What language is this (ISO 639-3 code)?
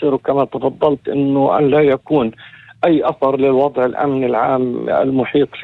apc